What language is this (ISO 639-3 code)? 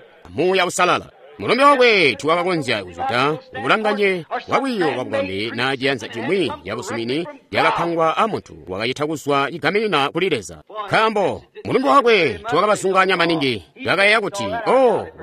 toi